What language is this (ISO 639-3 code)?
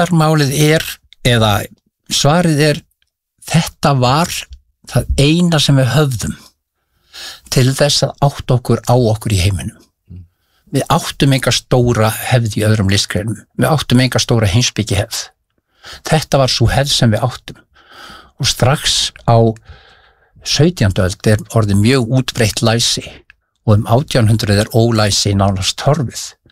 isl